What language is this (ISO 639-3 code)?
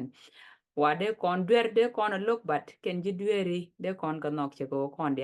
nus